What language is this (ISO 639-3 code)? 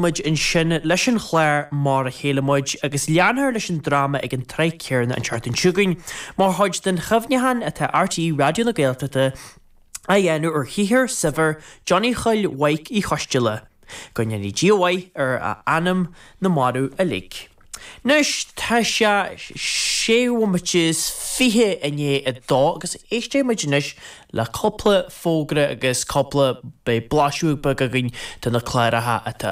gle